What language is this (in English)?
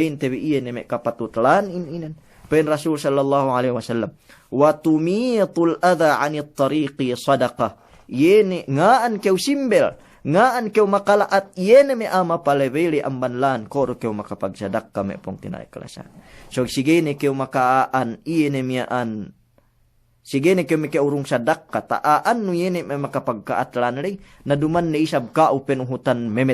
Yakan